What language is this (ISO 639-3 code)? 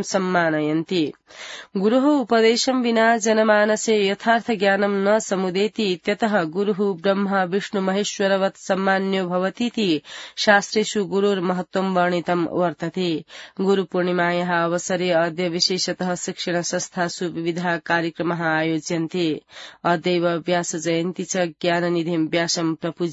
san